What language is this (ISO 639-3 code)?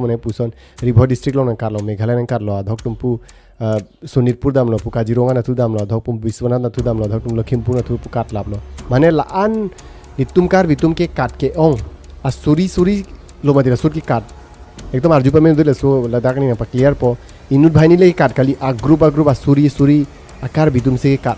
mjw